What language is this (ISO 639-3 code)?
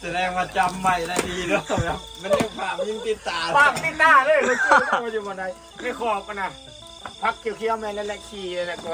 tts